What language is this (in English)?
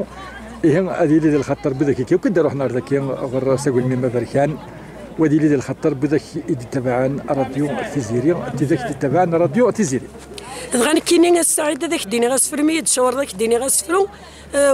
Kabyle